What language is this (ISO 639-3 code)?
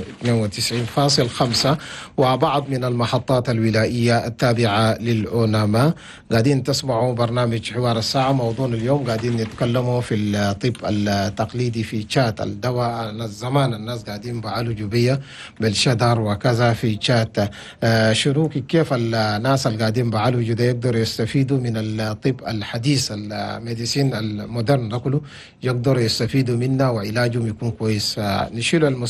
shu